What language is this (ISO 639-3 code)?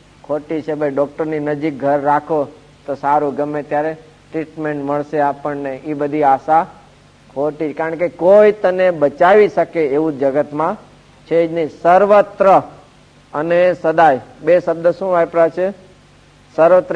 guj